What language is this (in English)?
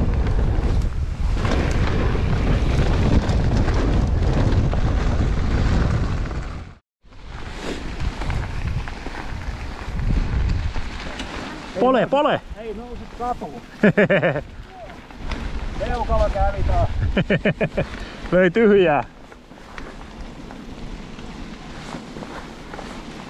Finnish